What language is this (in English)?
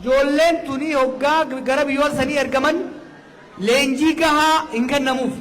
Oromo